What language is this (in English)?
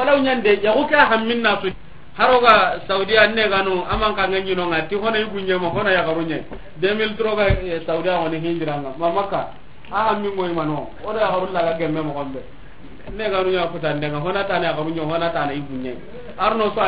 Soninke